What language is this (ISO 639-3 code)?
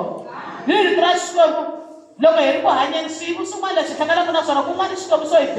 tso